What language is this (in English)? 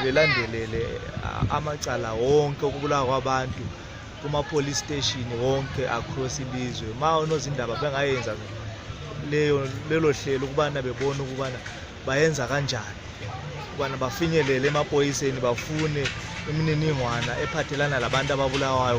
North Ndebele